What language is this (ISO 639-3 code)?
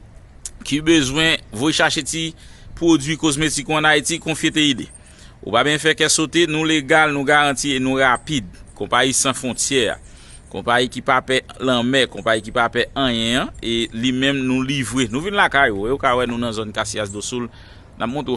hat